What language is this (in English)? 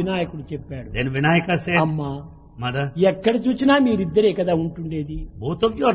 Telugu